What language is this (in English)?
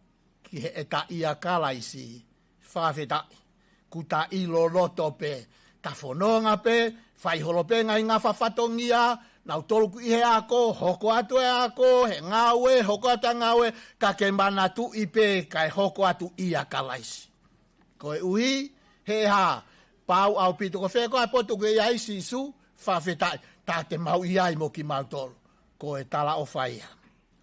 Tongan